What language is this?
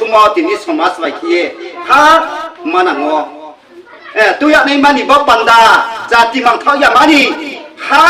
Riang (India)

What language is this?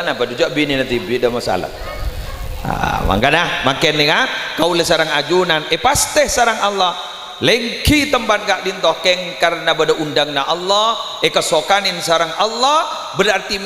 Madurese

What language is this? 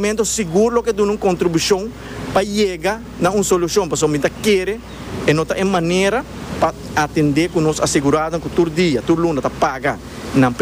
Papiamento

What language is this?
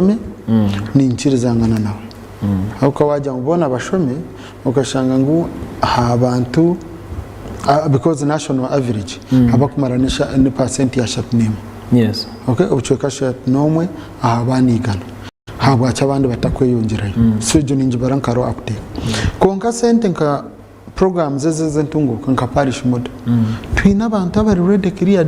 Nyankole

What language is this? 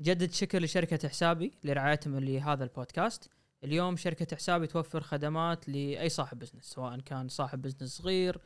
Gulf Arabic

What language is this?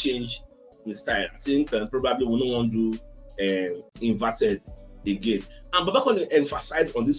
Nigerian Pidgin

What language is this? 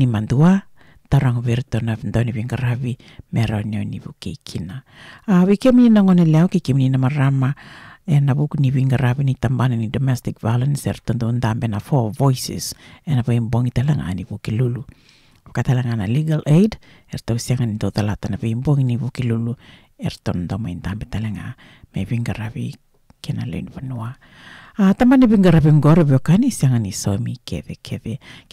Fijian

